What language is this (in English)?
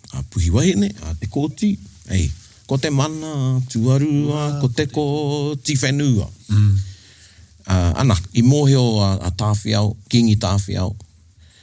Māori